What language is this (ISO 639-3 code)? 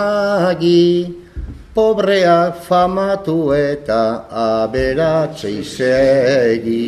eus